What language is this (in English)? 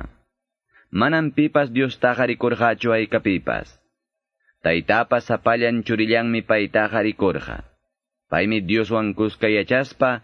Quechua